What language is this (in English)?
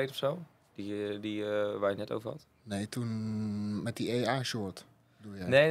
Dutch